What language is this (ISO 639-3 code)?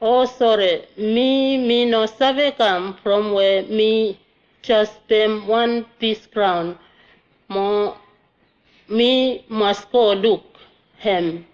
bis